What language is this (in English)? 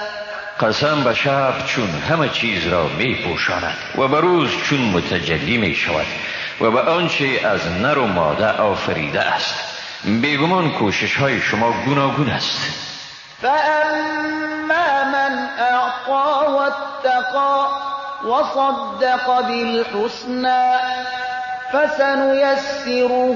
Persian